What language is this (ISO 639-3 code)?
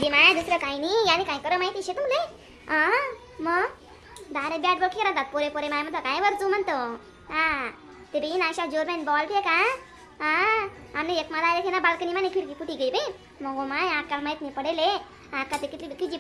khn